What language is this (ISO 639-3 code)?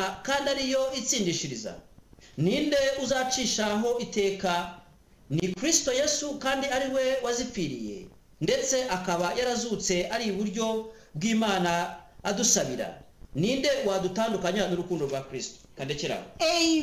kin